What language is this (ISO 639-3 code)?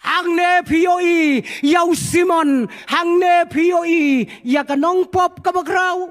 kha